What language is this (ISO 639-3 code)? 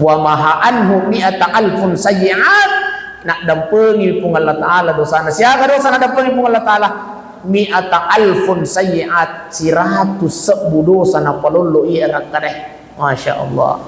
bug